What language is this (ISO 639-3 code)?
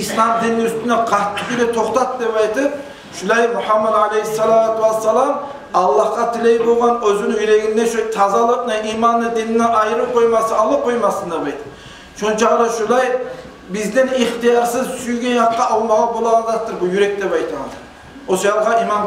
kum